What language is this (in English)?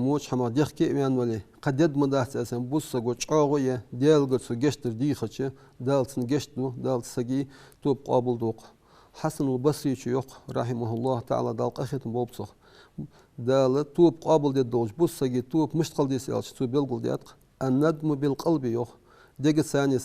Ingush